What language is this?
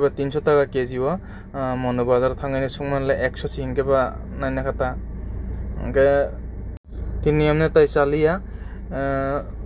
Kok Borok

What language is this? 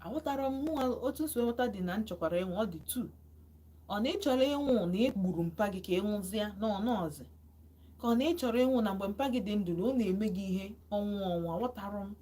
Igbo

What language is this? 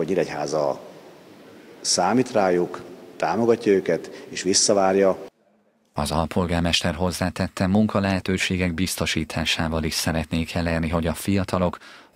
Hungarian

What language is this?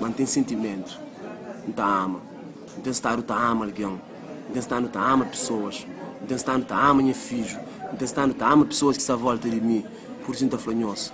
Kabuverdianu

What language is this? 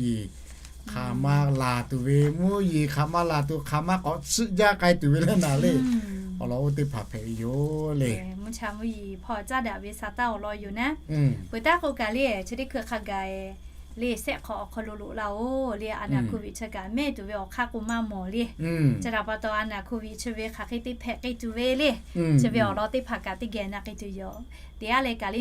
Lahu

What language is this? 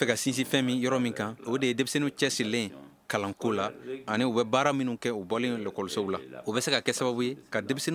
Bambara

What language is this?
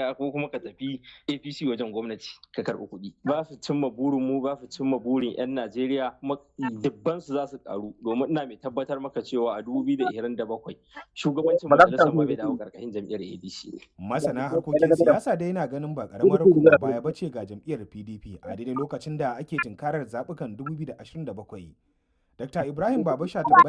Hausa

